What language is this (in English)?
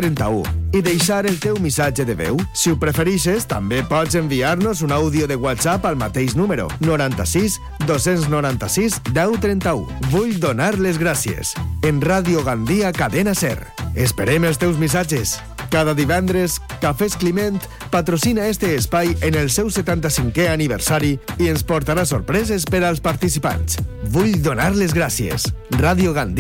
Catalan